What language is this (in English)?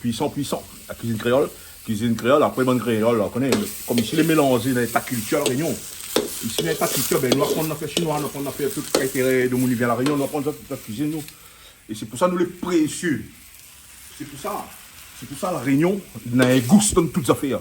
Réunion Creole French